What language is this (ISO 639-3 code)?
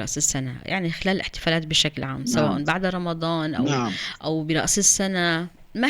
apc